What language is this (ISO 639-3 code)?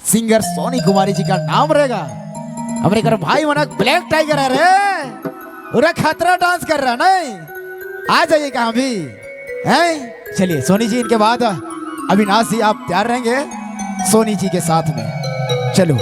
sck